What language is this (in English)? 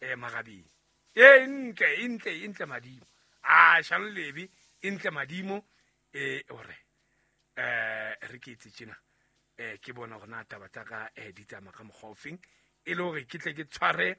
Southern Sotho